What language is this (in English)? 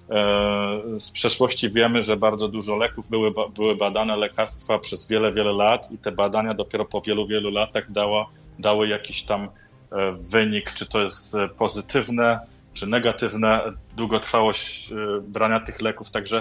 Polish